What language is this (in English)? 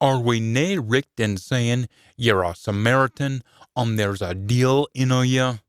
Scots